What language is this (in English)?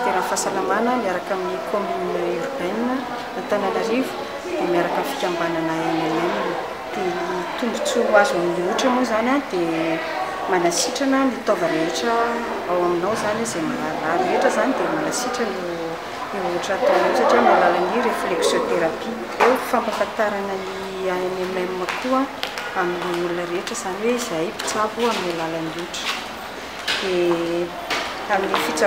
Malagasy